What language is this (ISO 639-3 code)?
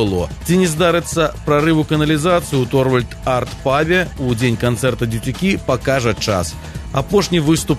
bel